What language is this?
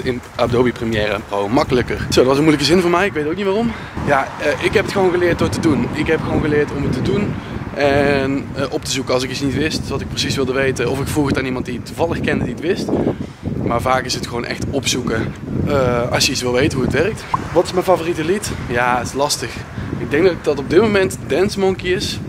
Dutch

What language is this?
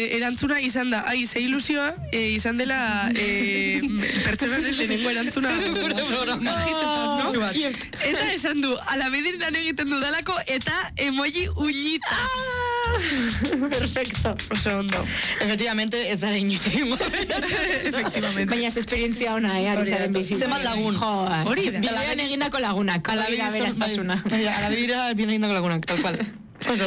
Basque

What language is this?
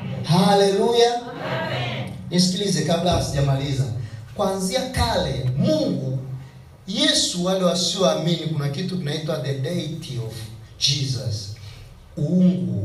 Swahili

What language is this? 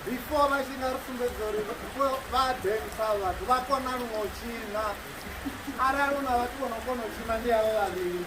Venda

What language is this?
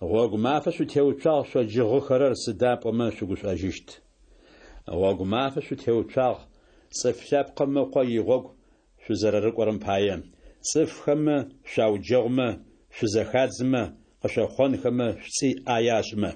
Adyghe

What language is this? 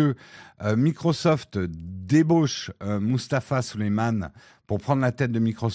French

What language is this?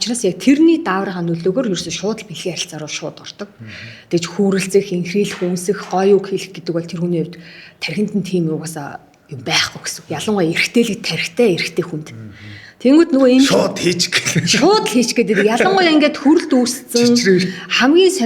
Mongolian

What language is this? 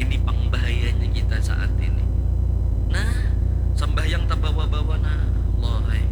Banjar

